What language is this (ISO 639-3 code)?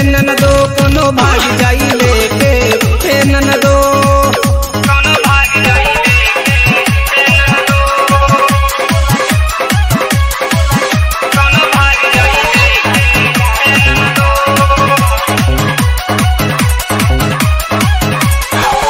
bho